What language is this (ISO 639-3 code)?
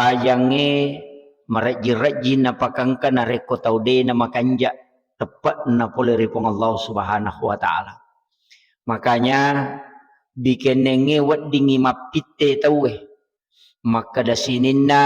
bug